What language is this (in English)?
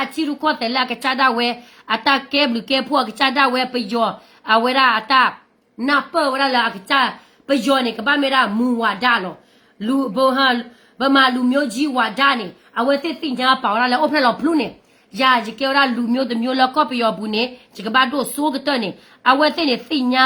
S'gaw Karen